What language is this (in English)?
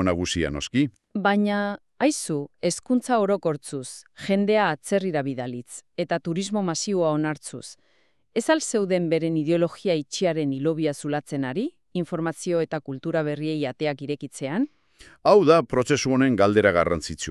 Basque